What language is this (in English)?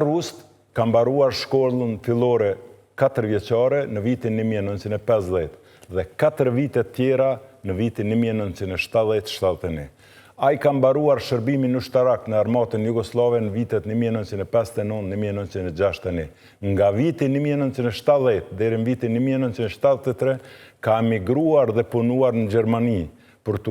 Albanian